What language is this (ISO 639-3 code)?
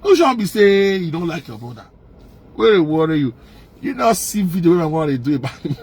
pcm